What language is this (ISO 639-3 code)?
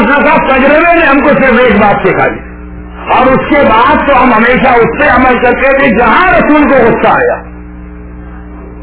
urd